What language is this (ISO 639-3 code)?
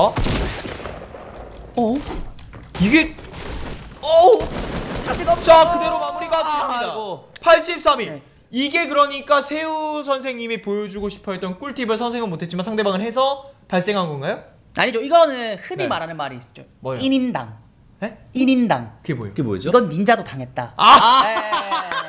kor